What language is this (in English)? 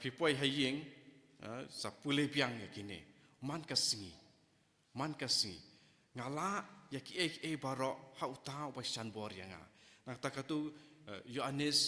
Khasi